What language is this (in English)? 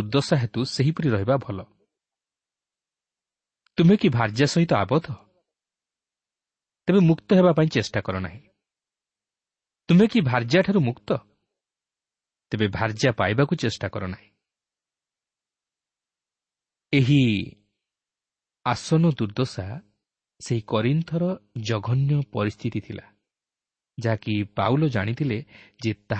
Odia